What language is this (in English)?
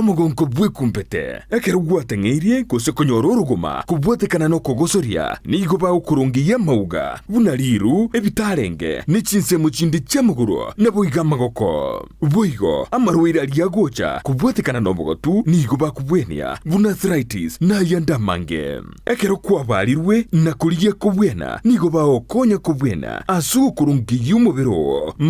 Gusii